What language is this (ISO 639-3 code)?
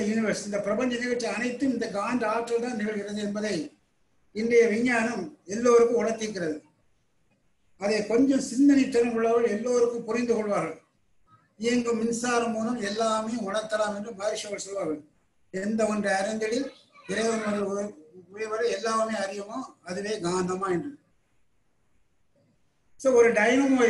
tam